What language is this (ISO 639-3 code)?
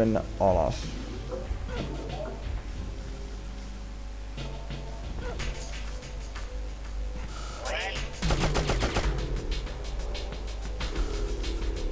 fin